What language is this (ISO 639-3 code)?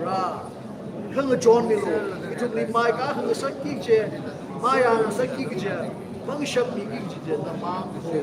nmf